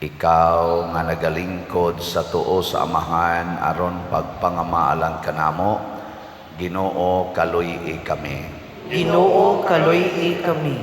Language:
Cebuano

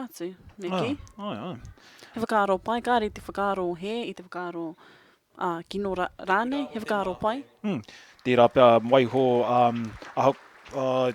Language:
Māori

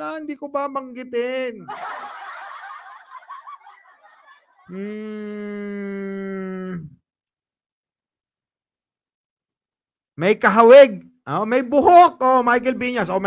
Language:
Filipino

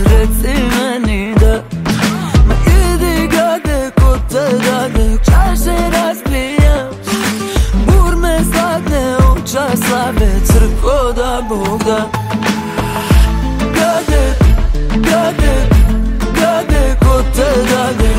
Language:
Croatian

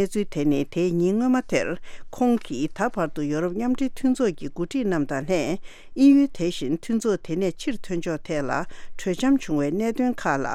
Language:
Tibetan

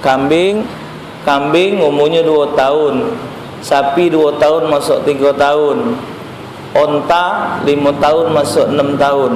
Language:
Musi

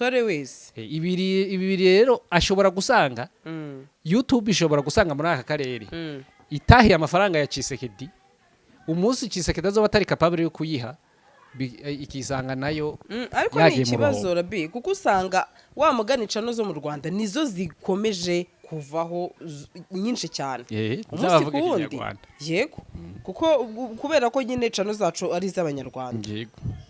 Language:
Rundi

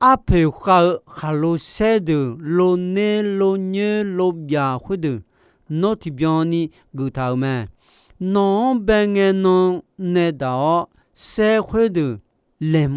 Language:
Akha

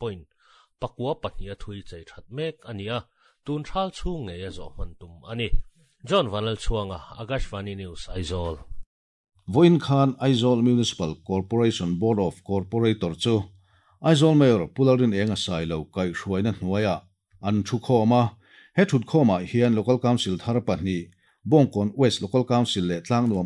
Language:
Mizo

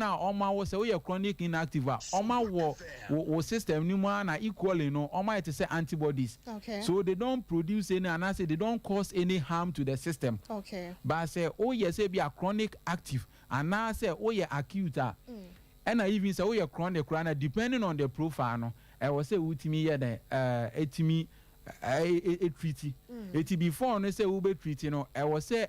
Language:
Akan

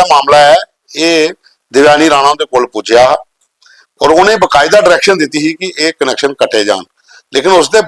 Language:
Dogri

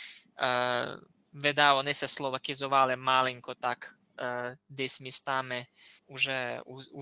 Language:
Rusyn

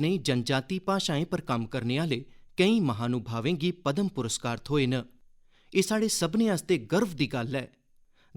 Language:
Dogri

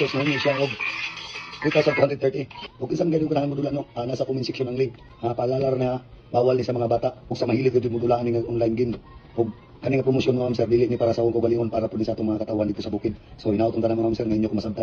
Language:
Cebuano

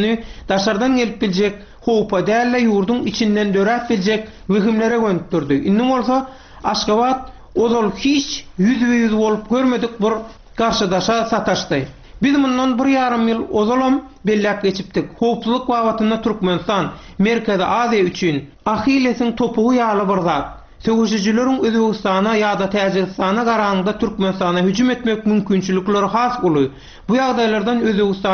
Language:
Turkmen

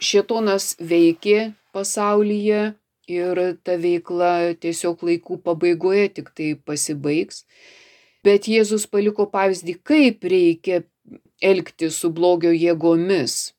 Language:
Lithuanian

